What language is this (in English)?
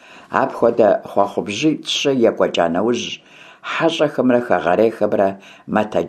Kabardian